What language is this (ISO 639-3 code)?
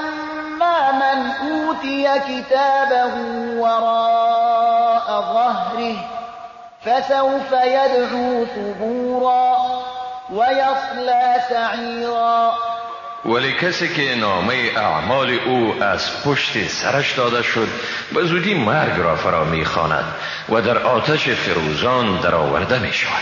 fas